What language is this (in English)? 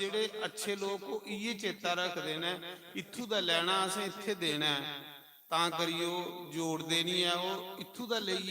Dogri